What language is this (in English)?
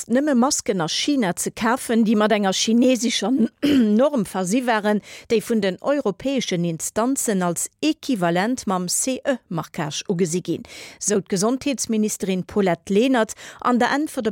Luxembourgish